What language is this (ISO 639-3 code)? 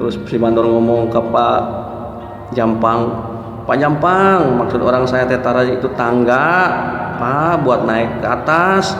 sun